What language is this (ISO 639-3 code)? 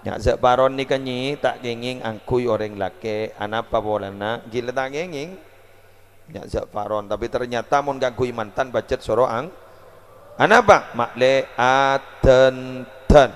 mad